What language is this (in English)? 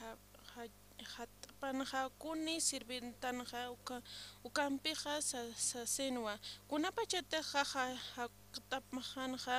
Aymara